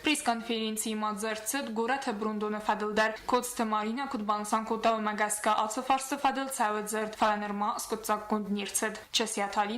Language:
Ossetic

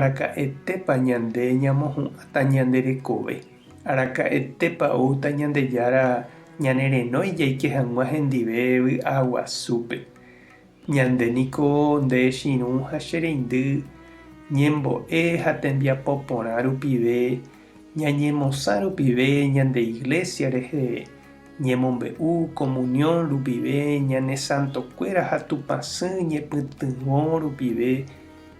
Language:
Guarani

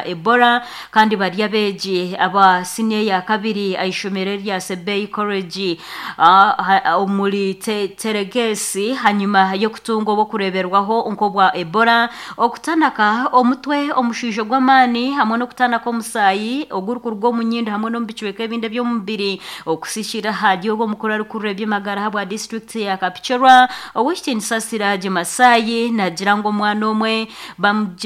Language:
Nyoro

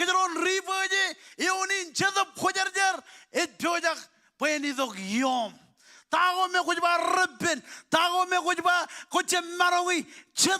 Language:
Marshallese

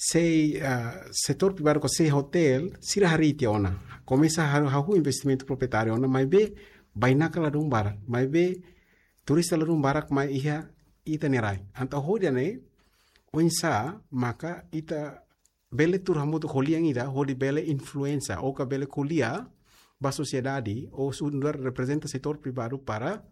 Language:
Tetum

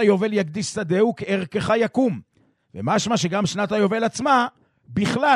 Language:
Hebrew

